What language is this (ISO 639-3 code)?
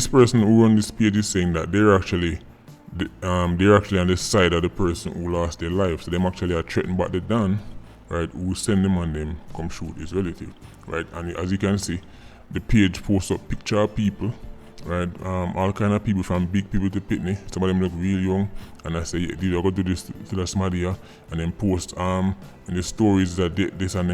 jam